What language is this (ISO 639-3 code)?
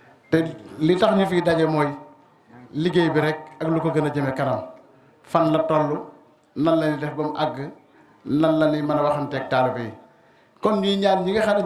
wol